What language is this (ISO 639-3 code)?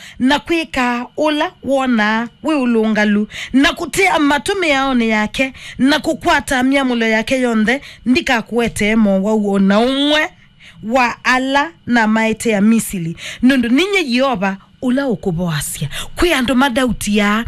kam